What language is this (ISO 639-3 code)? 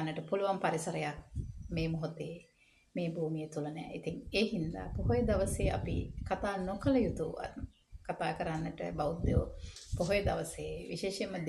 sin